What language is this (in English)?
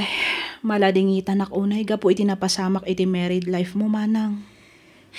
Iloko